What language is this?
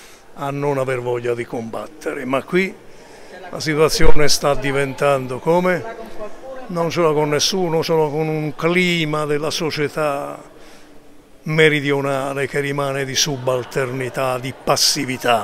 Italian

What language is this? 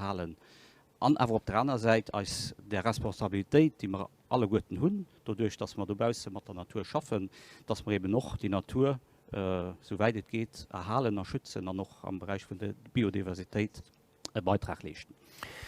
Luxembourgish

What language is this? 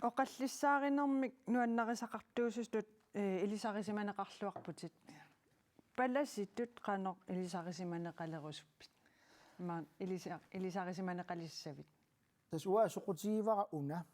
Kalaallisut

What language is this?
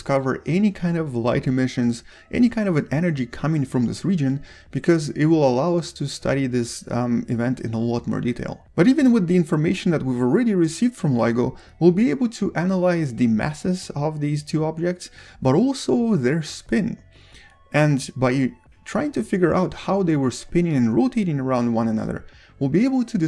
English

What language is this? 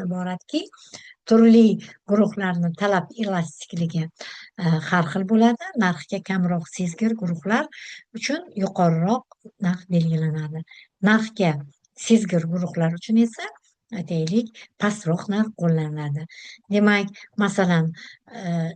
Uzbek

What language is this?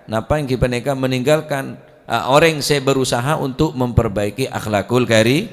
Madurese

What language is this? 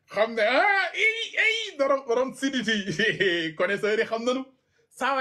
Wolof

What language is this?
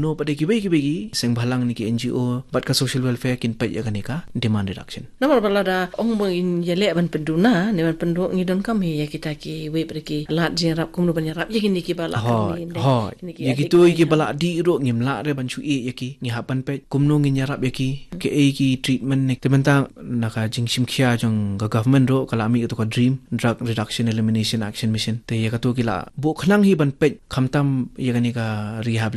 Khasi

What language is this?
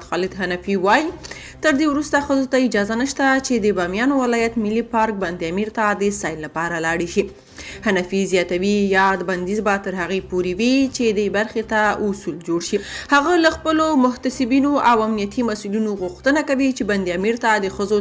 Pashto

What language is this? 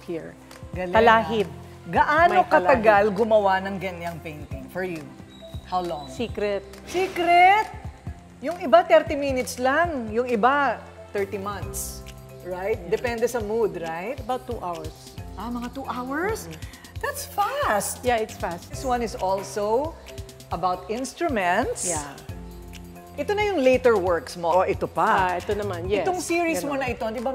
Filipino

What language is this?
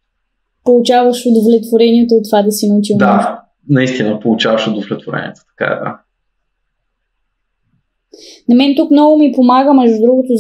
Bulgarian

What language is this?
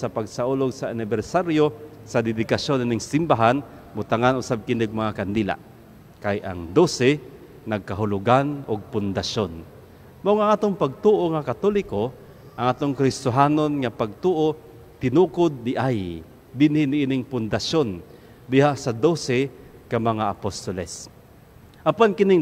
Cebuano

